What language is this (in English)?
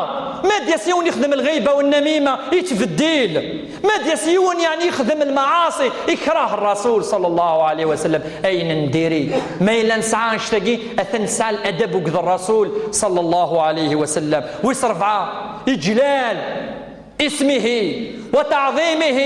Kabyle